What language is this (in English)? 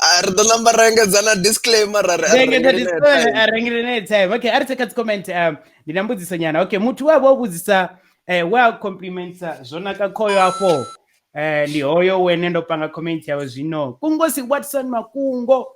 Venda